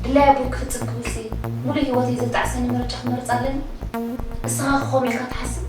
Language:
Tigrinya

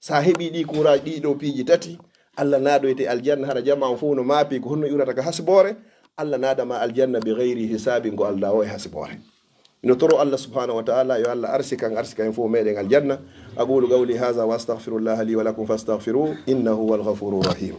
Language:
Fula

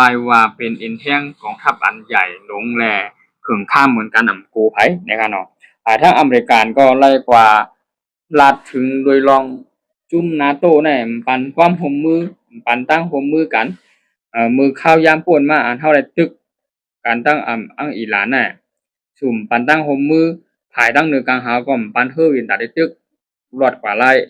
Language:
Shan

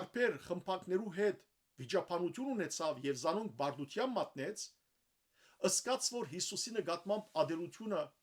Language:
Western Armenian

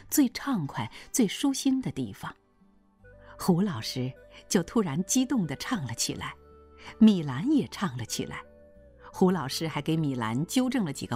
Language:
Chinese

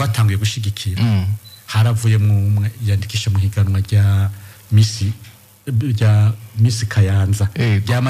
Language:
Rundi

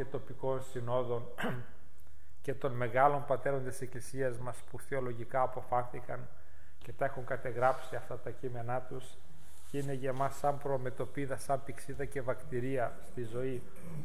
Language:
Greek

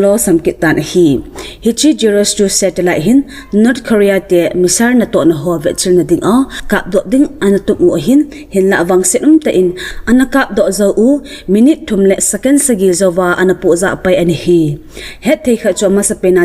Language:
Thado Chin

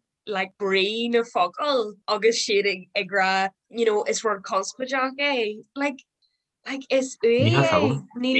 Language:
Irish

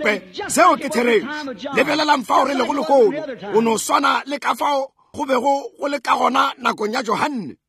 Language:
Northern Sotho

